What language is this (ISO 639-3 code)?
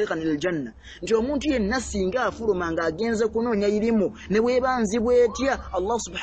lug